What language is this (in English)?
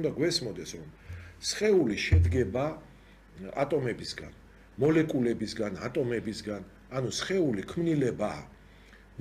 Georgian